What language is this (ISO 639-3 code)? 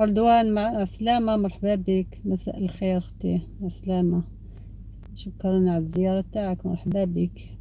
arq